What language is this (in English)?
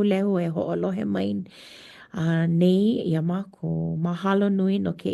Hawaiian